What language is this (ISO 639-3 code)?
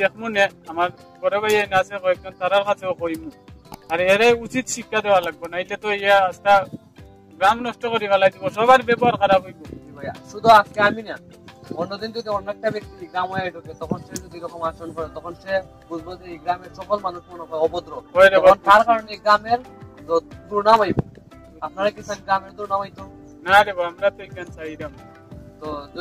syl